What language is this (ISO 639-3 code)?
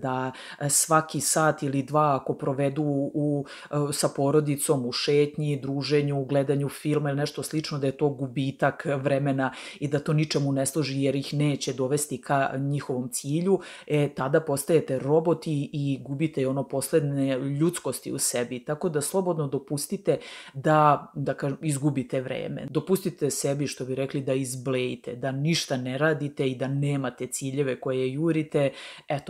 srp